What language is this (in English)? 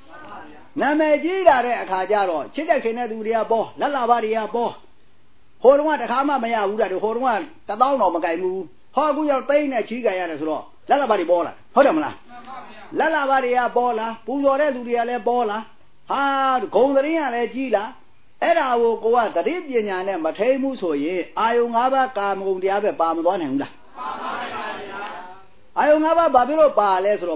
Burmese